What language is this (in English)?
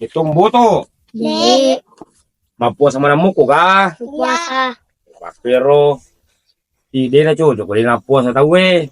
Buginese